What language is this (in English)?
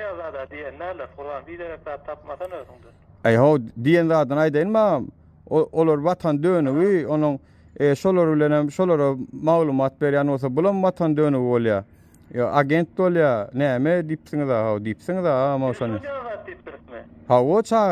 Turkmen